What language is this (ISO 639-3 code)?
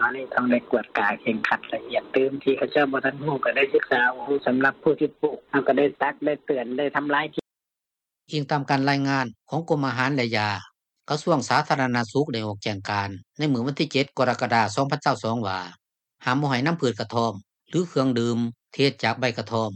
lao